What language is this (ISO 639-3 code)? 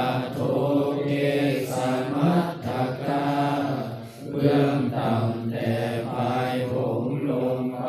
pli